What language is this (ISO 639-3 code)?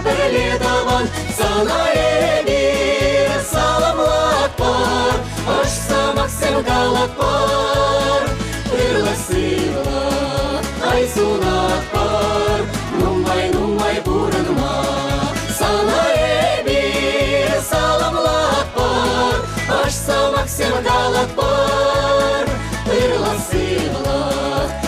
chv